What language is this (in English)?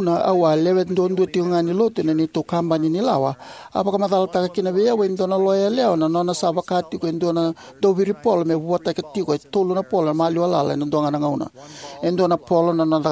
Fijian